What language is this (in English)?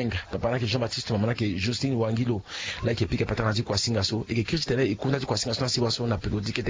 Sango